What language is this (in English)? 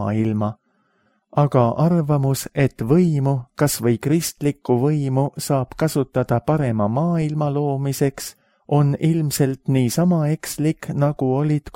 Estonian